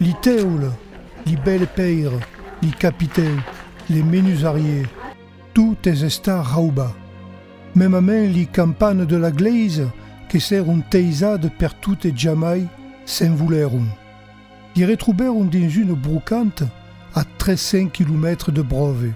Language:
Occitan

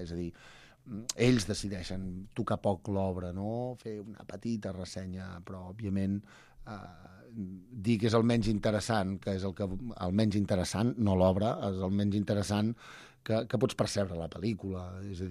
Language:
Catalan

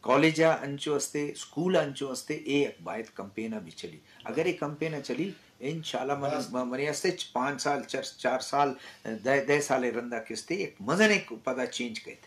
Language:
Eastern Balochi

